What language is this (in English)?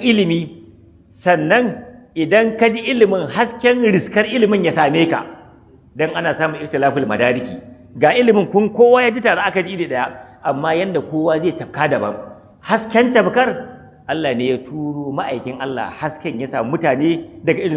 Hausa